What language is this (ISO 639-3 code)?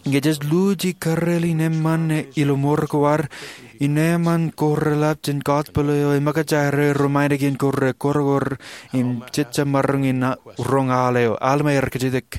mah